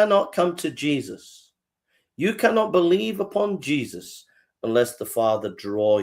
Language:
English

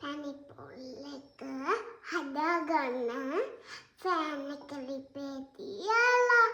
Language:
Sinhala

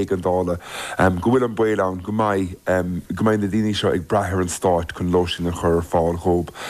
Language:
Irish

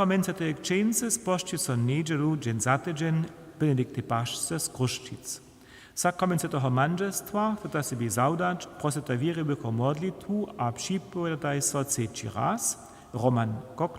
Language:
Upper Sorbian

